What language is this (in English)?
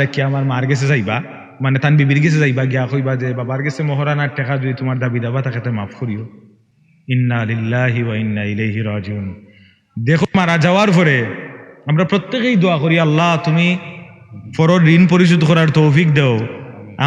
Sylheti